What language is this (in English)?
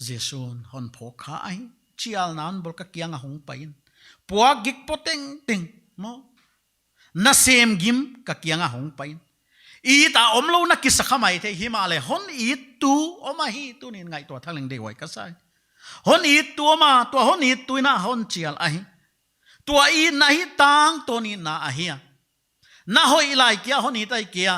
Paite Chin